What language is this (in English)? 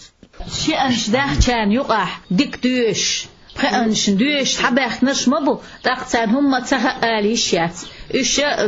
Chechen